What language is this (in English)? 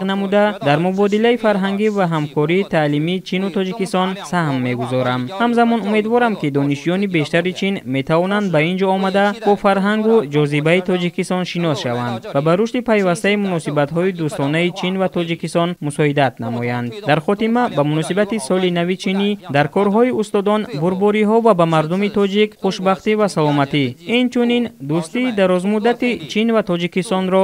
Tajik